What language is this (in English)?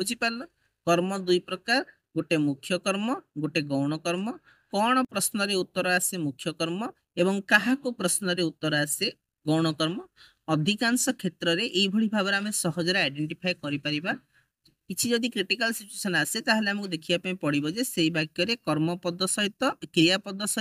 Odia